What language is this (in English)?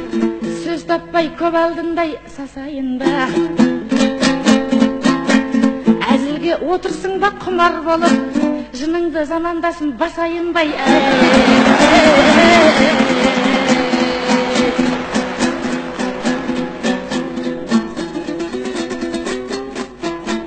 Kazakh